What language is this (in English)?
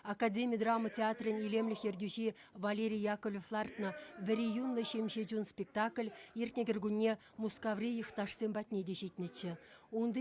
Chuvash